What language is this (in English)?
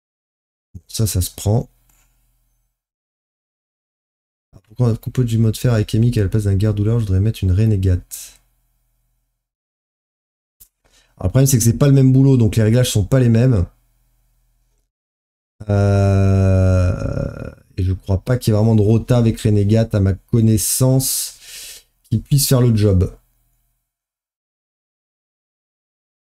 French